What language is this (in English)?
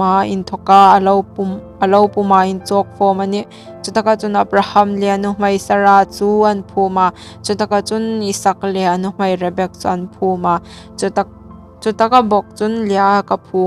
Hmar